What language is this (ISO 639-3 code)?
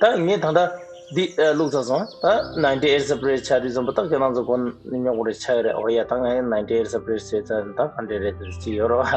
bod